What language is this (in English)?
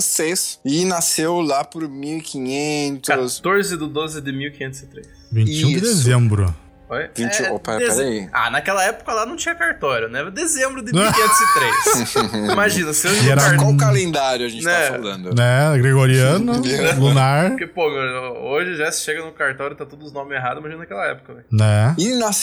Portuguese